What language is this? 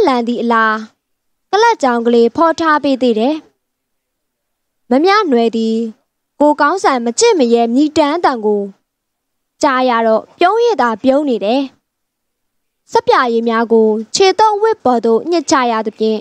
Burmese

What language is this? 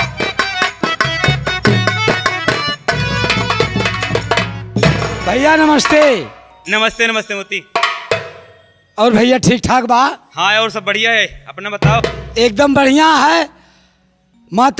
Bhojpuri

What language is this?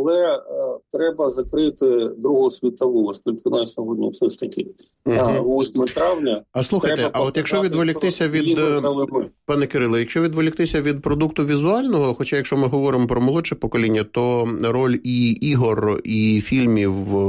Ukrainian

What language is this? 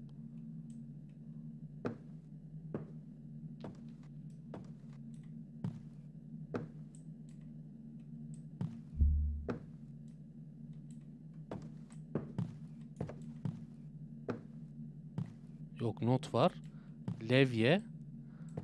Turkish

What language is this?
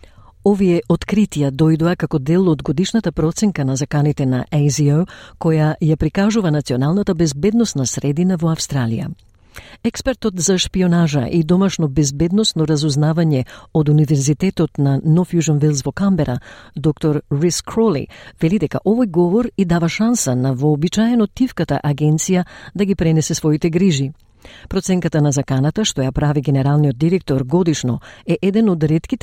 Macedonian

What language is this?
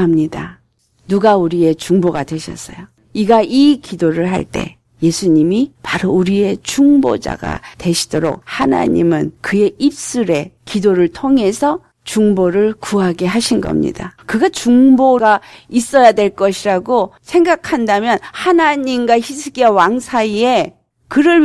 Korean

